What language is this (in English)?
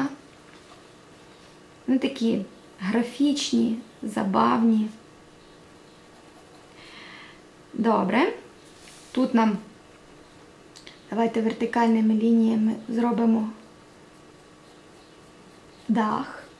Ukrainian